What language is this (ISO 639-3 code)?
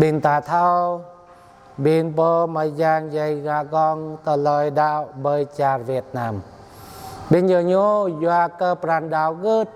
jra